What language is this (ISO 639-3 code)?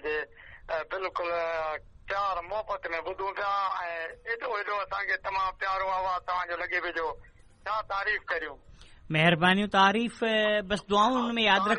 snd